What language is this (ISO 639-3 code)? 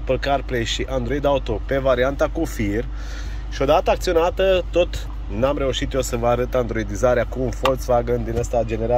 ron